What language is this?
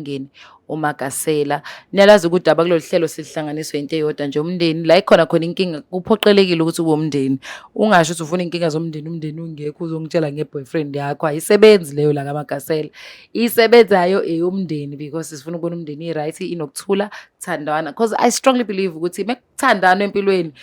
Zulu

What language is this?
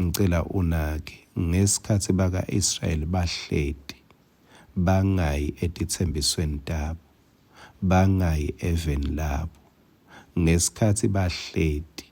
Swati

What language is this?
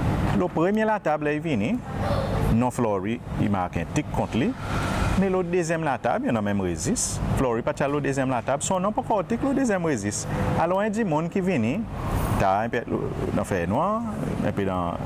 Seselwa Creole French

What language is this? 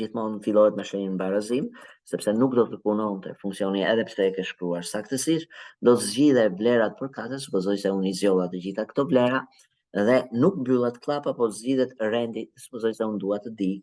Albanian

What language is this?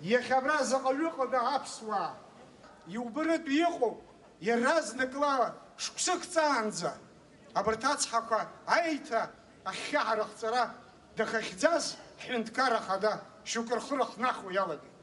Abkhazian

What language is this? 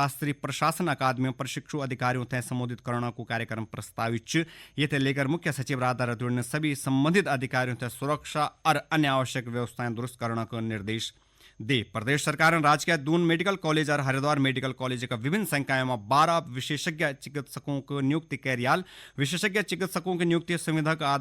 Garhwali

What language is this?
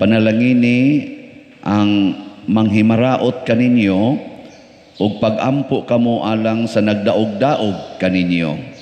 Cebuano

